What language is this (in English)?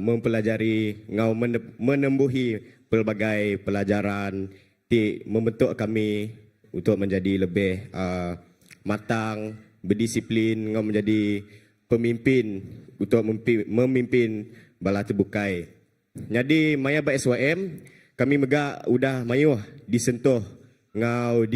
Iban